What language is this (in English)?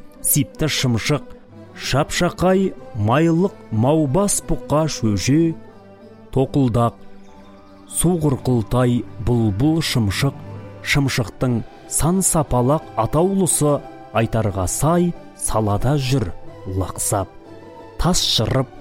Kazakh